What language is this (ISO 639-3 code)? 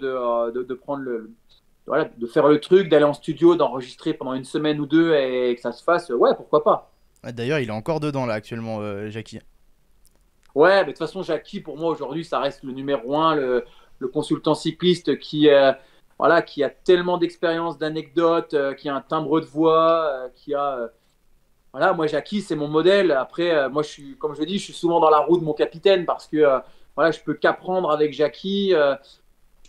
fra